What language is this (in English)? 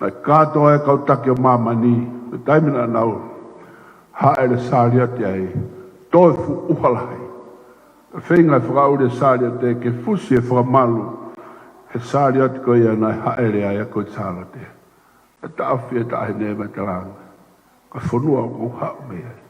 Tongan